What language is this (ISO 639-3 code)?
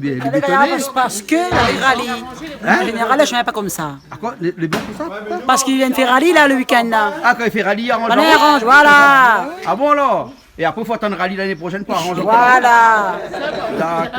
rcf